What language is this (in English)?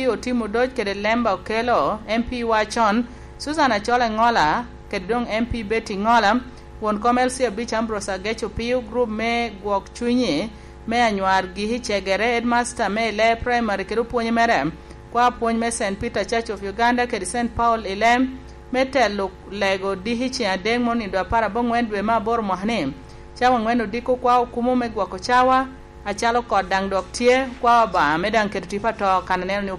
Lango (Uganda)